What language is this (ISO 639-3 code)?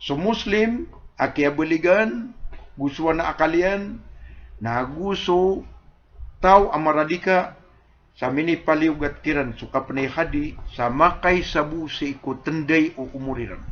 mrw